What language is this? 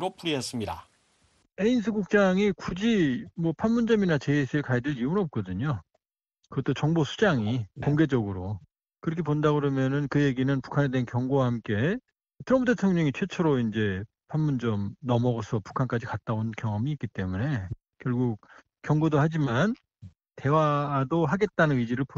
Korean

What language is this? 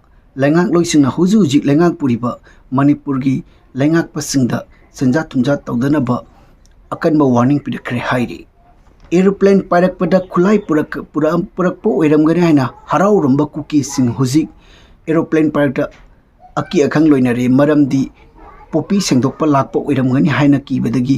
Manipuri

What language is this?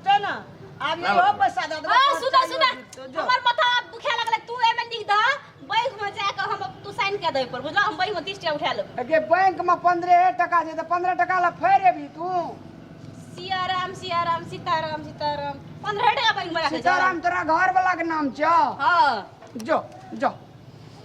Maithili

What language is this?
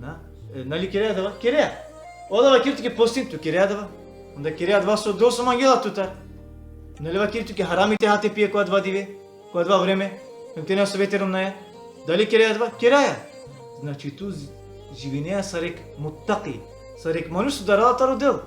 Balkan Romani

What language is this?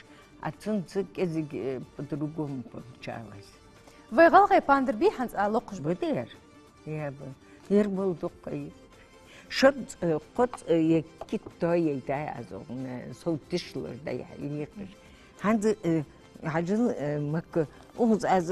Ingush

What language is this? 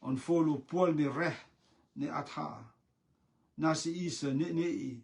Rotuman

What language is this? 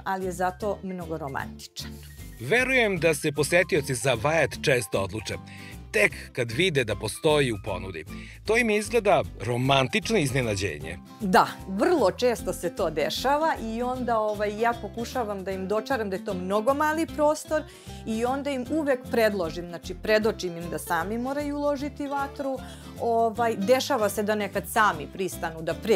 Serbian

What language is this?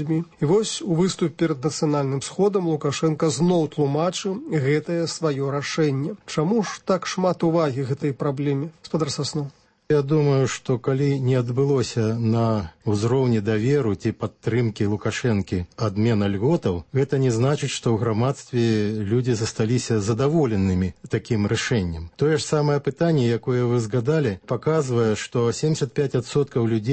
Belarusian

